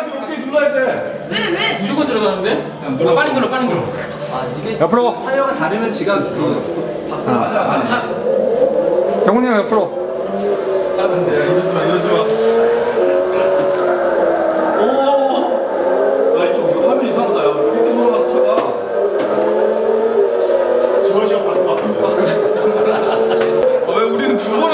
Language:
Korean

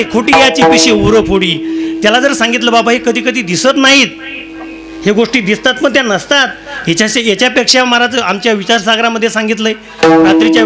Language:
Marathi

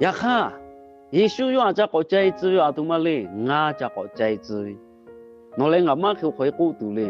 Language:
Lahu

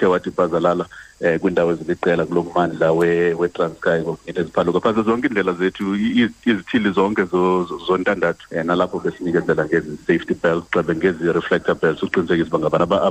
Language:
Xhosa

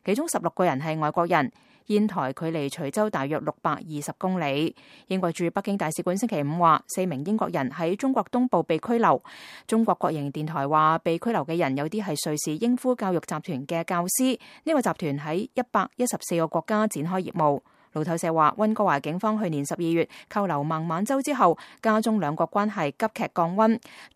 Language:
Cantonese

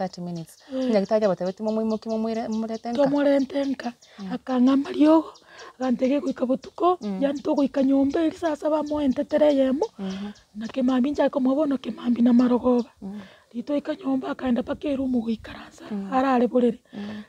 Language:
Gusii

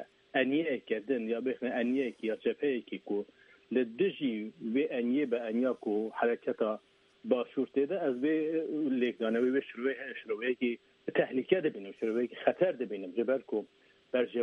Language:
Kurdish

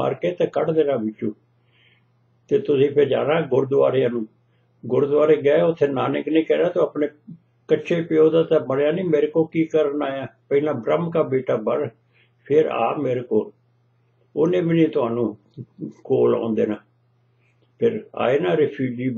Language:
Punjabi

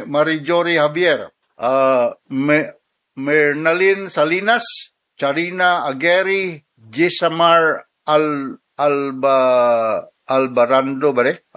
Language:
Cebuano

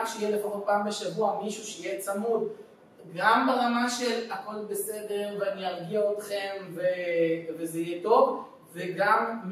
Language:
Hebrew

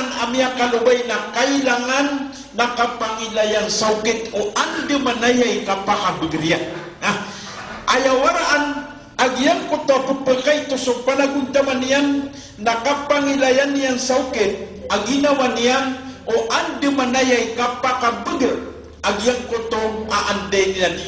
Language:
Maranao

